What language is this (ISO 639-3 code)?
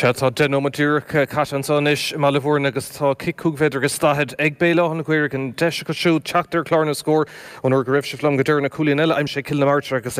gle